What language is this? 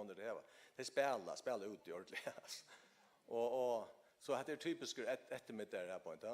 Faroese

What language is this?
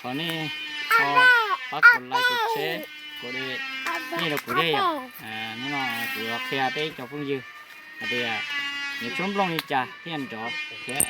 Hmong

